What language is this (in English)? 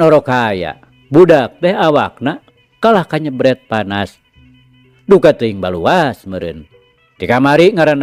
Sundanese